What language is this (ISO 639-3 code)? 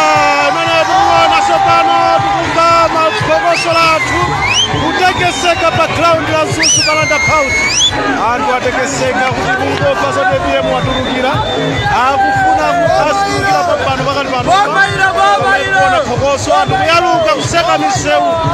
nya